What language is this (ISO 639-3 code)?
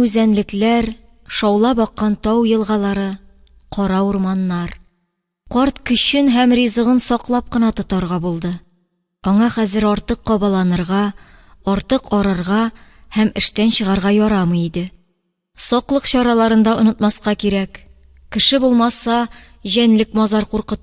tat